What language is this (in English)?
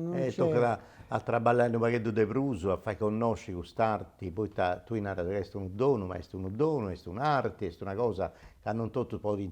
Sardinian